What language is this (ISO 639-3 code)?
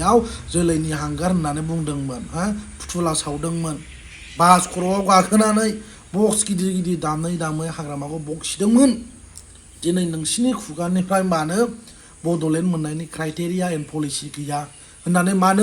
brx